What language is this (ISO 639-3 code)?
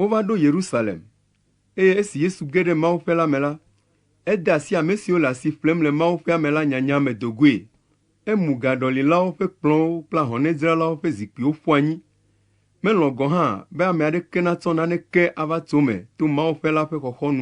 ewe